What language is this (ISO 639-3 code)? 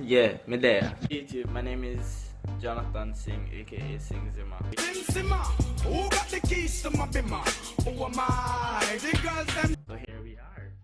jam